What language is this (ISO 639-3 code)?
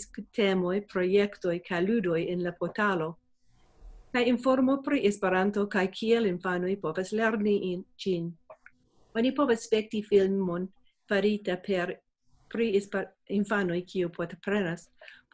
epo